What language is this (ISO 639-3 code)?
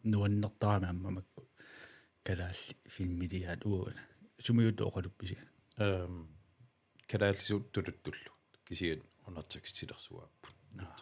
kal